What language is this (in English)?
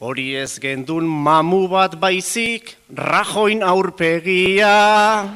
Basque